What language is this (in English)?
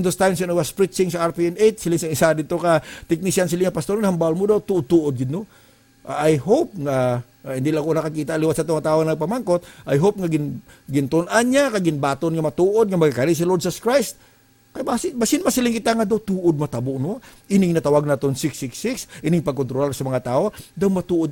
Hiligaynon